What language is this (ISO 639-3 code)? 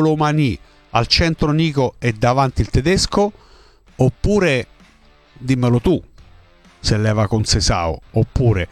ita